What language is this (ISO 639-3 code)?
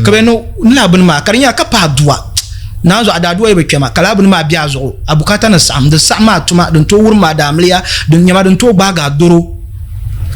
dag